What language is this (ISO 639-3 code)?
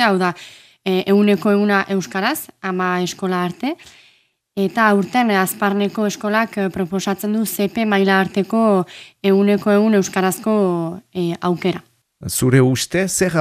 eus